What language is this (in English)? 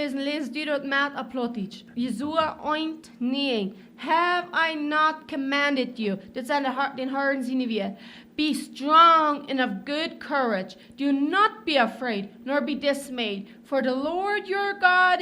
Plautdietsch